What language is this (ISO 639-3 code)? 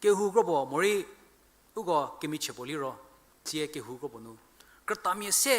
njm